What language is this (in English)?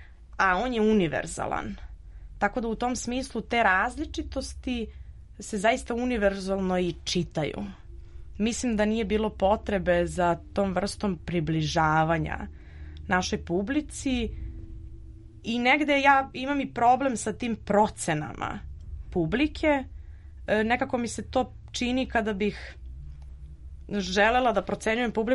Serbian